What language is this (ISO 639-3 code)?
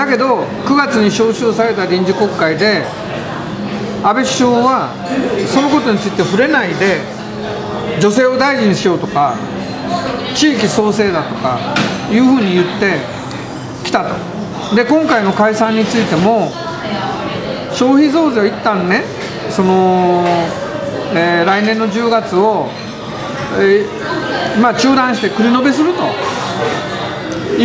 jpn